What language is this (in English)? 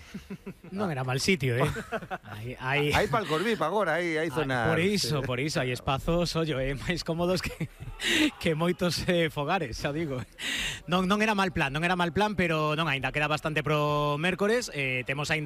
Galician